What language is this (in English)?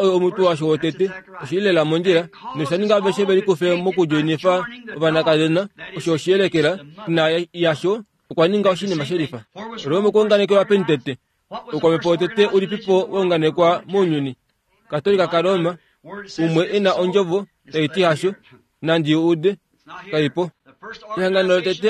Kuanyama